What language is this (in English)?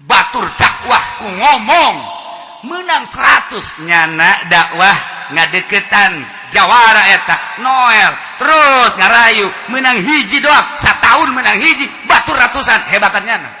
Sundanese